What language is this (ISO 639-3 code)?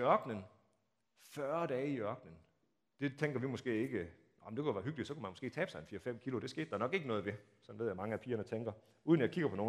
dan